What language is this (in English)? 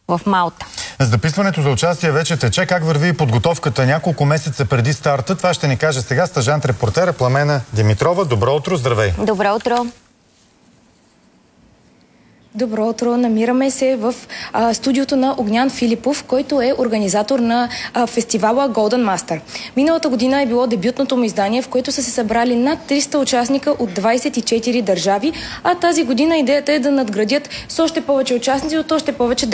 Bulgarian